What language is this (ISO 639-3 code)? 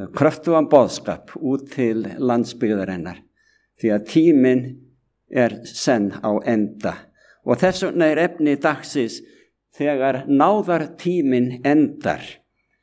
isl